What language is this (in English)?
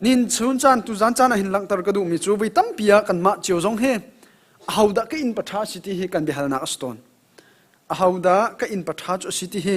Hakha Chin